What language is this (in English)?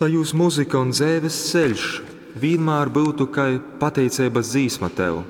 Latgalian